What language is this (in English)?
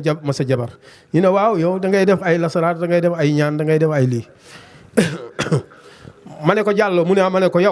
Wolof